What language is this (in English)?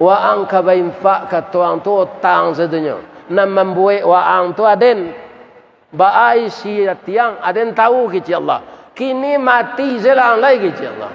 Minangkabau